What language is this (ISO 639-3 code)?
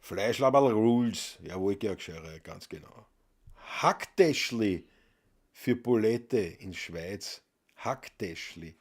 bar